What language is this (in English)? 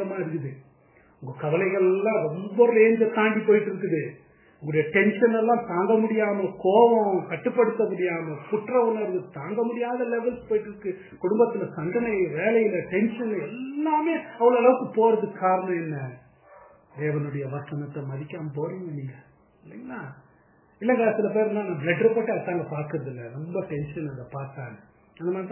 Tamil